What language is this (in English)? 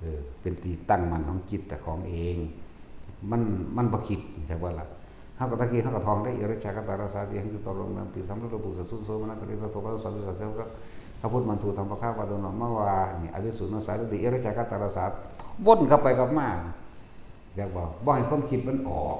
Northeastern Thai